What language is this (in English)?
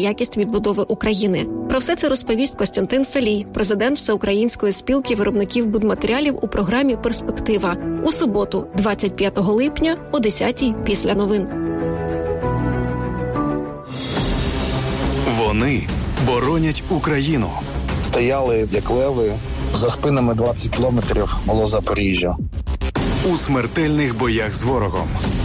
Ukrainian